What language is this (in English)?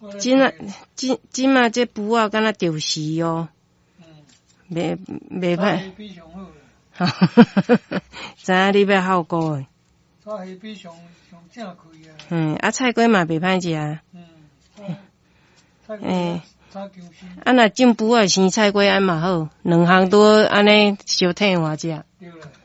Min Nan Chinese